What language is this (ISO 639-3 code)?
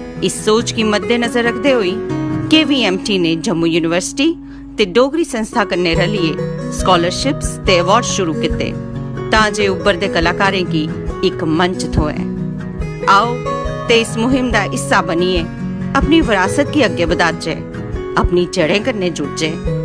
doi